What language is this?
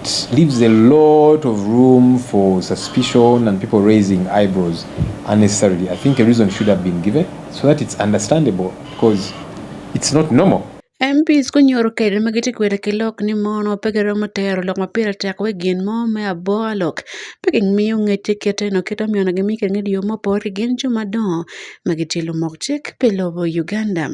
Acoli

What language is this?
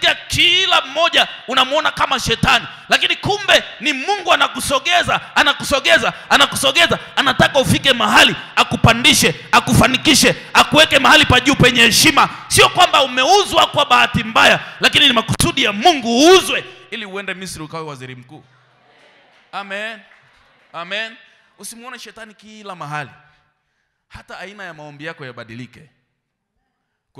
Swahili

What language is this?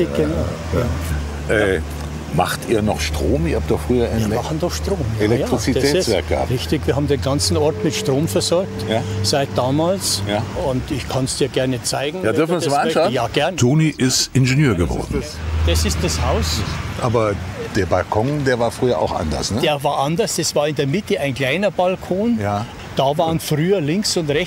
German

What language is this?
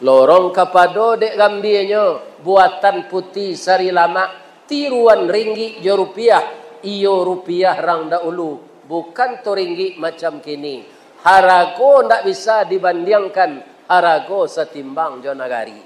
Minangkabau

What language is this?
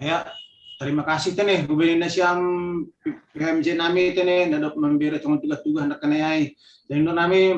Batak Simalungun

